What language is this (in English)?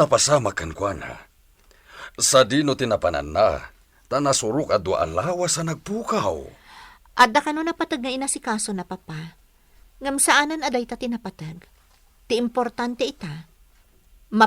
Iloko